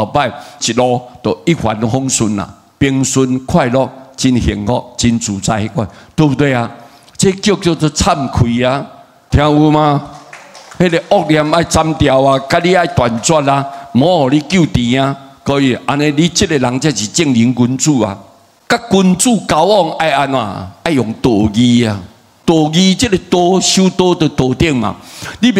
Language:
Min Nan Chinese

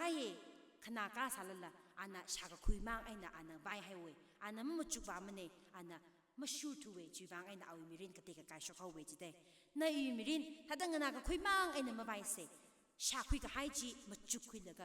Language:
Tangkhul Naga (India)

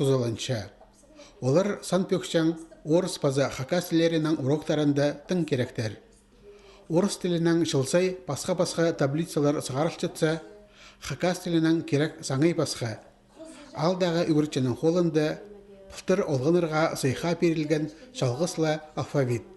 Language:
Khakas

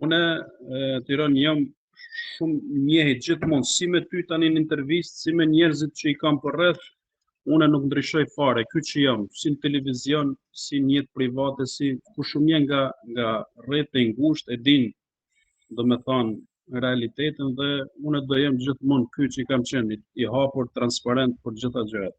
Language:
Albanian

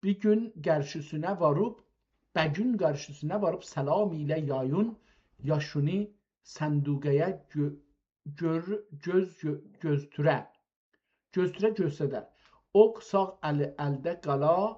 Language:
South Azerbaijani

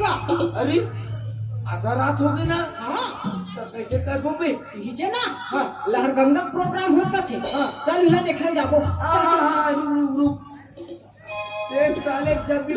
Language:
Chhattisgarhi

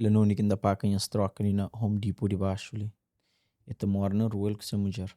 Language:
Kabuverdianu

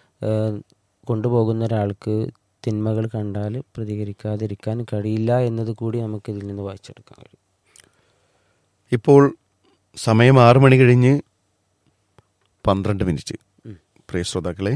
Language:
Malayalam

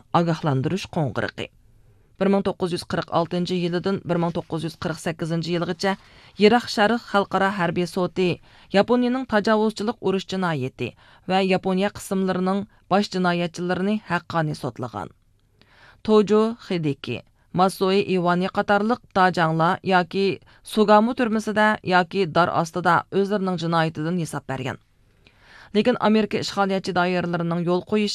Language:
Uyghur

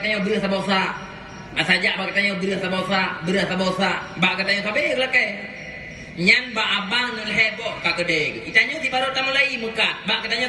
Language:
Achinese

